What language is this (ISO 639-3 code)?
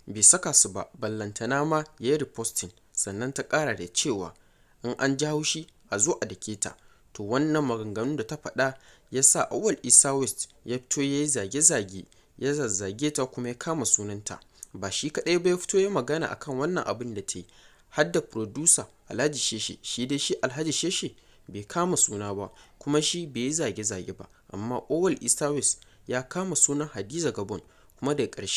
hau